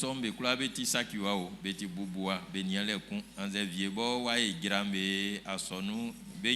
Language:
Baoulé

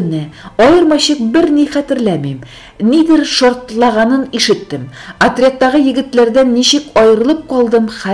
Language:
Tatar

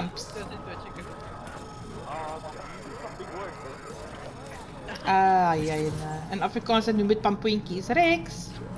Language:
Afrikaans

